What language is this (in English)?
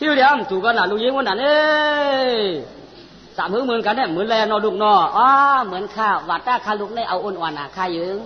Shan